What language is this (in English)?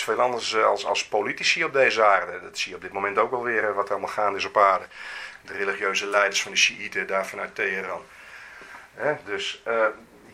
Dutch